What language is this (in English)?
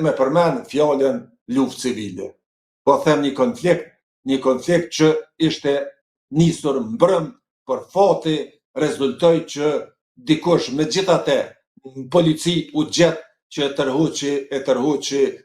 Albanian